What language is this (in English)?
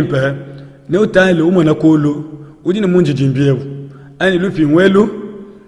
Luba-Lulua